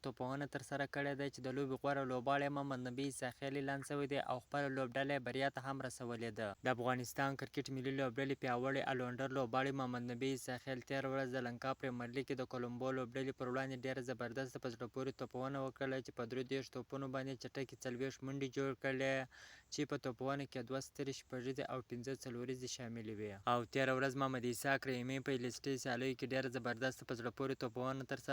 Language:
Pashto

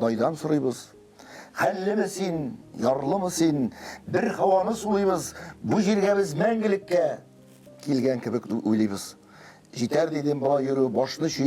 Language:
Tatar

